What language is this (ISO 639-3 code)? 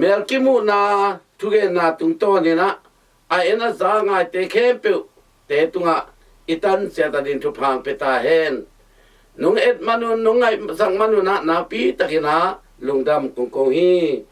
ctd